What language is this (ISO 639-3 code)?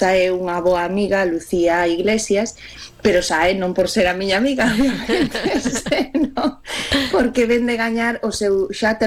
glg